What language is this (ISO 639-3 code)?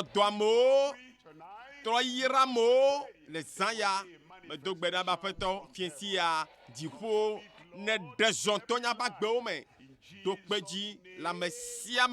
ewe